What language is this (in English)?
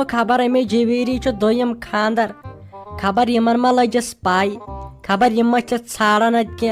Kashmiri